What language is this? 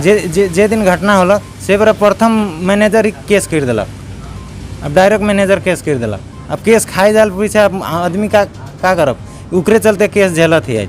Sadri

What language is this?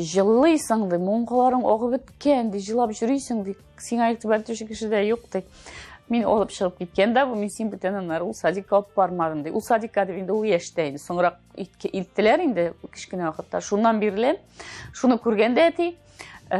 Tatar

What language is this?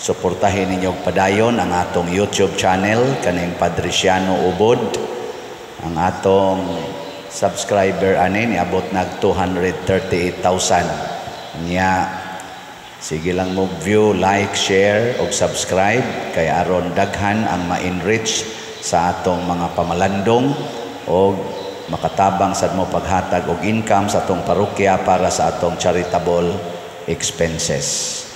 Cebuano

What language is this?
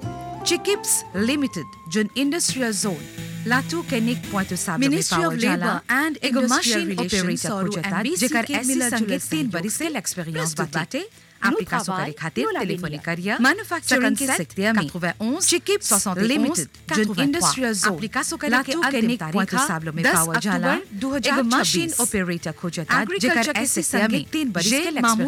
Bhojpuri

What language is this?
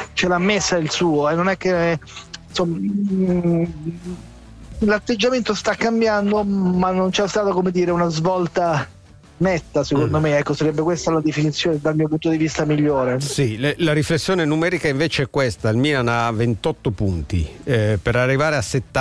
Italian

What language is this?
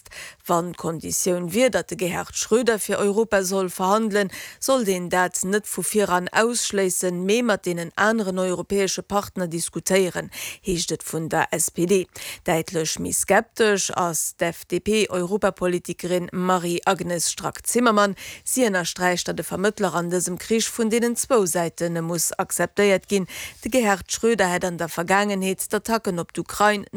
Luxembourgish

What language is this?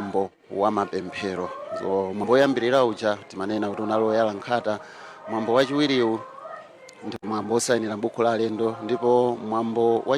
Nyanja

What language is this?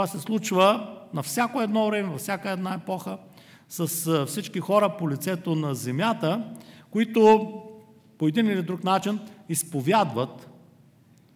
Bulgarian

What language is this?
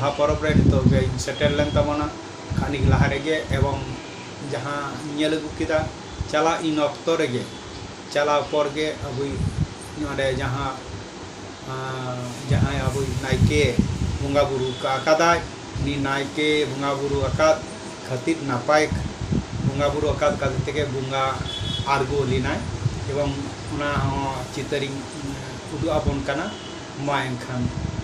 Santali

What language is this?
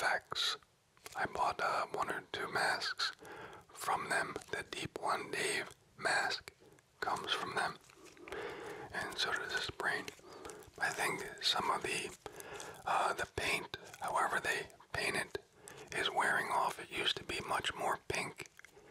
English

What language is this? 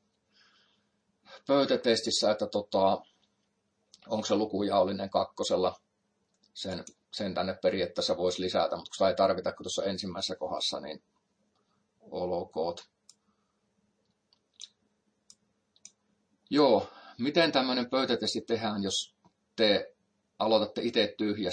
Finnish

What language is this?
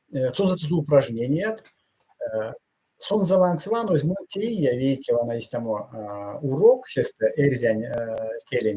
Erzya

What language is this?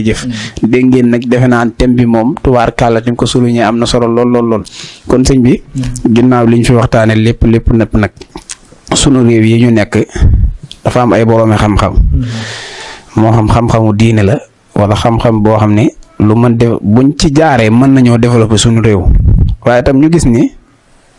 Wolof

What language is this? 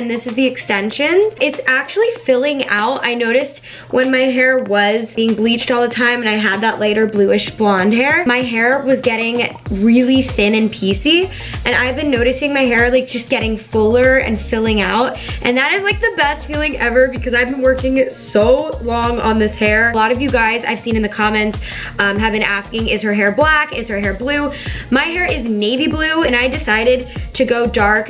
English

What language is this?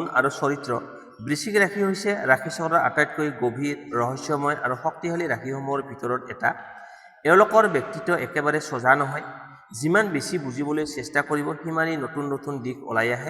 Assamese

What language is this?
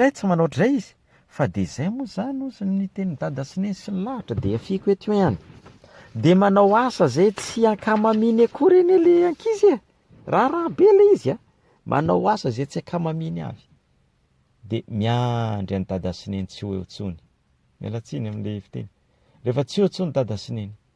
Malagasy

